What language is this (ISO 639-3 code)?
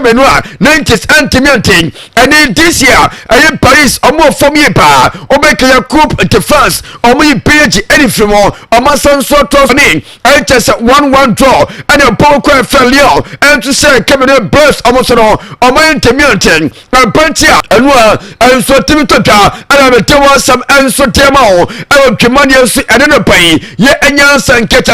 aka